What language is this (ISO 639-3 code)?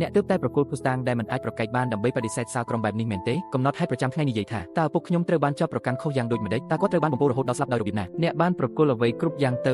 khm